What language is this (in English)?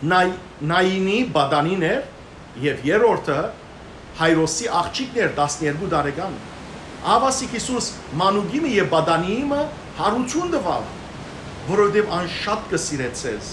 Western Armenian